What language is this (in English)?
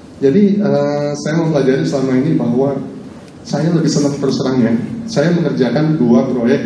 Indonesian